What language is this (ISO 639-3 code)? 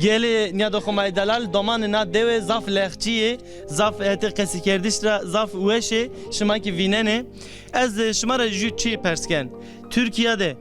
zza